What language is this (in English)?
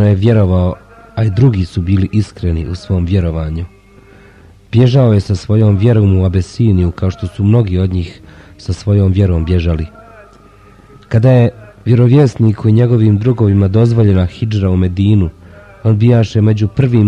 Bosnian